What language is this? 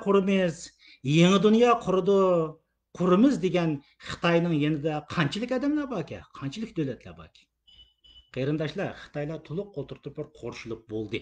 Uyghur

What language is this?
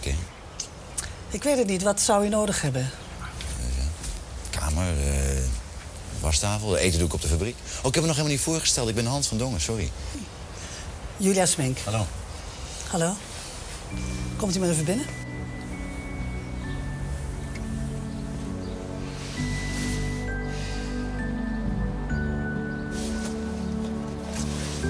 Dutch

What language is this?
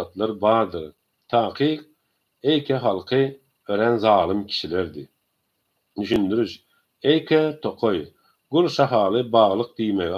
Turkmen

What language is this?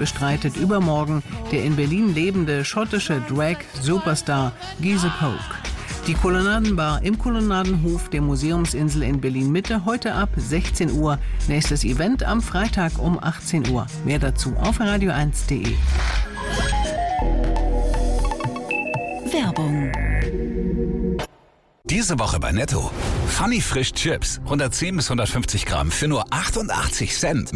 German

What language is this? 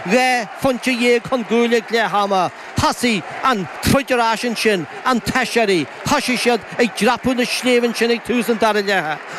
Irish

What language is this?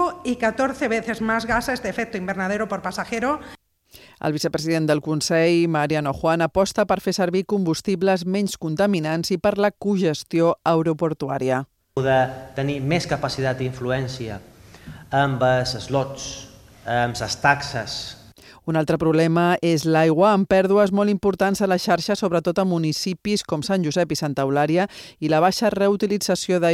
Catalan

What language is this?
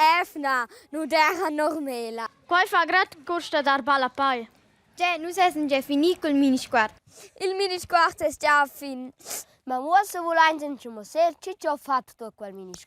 Romansh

